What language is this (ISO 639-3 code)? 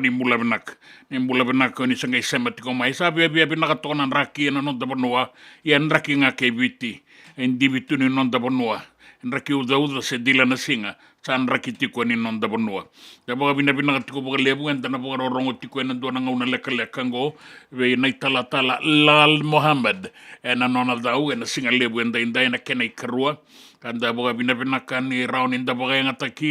fij